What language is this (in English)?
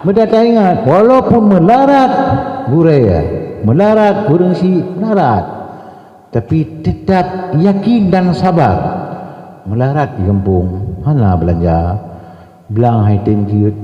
Achinese